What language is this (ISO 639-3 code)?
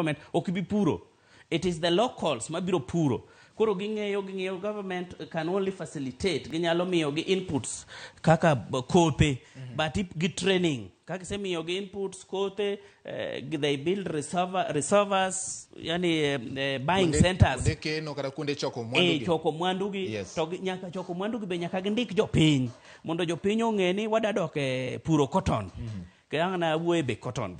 luo